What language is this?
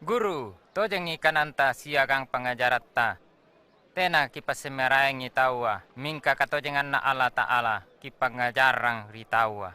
Makasar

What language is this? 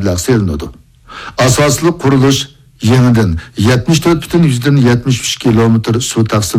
Uyghur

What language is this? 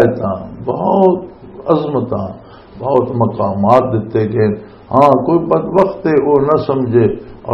Western Panjabi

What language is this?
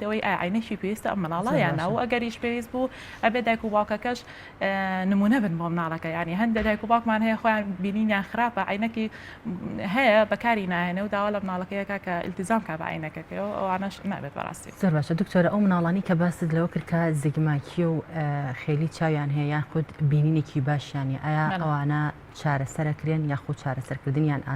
Central Kurdish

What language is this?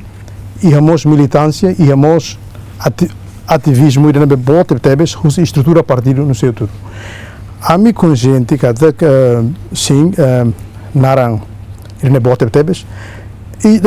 Tetum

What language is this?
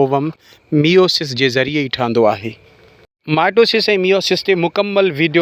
Sindhi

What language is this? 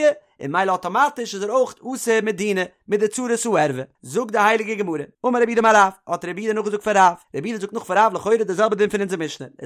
Yiddish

